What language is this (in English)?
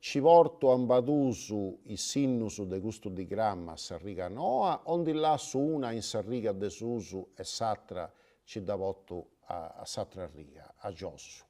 Sardinian